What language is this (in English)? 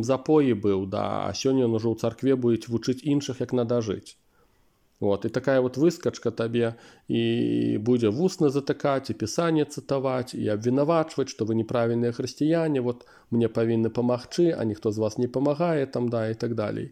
Belarusian